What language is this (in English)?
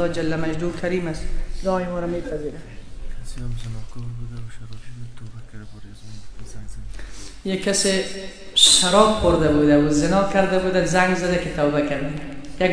Persian